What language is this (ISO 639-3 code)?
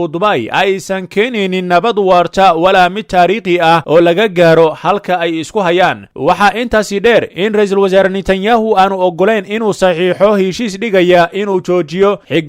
som